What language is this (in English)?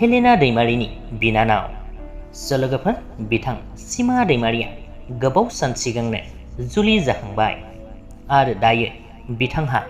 Bodo